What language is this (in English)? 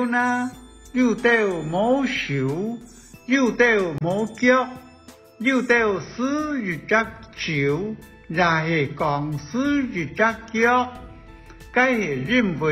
Hakka Chinese